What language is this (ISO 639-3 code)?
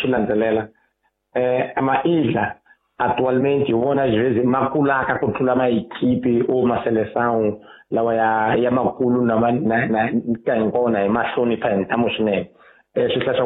tso